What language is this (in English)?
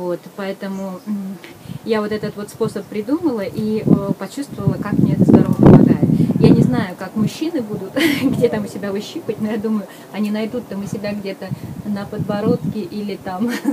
Russian